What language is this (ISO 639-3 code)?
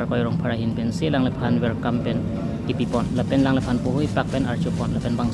mjw